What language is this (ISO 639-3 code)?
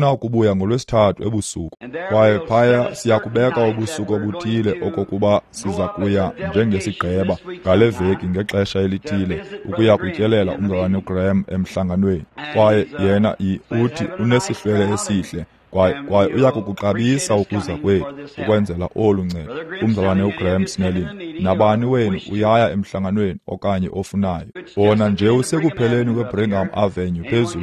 xho